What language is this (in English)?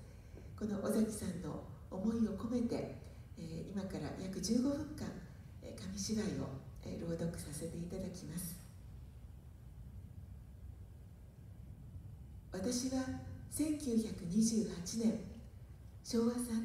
Japanese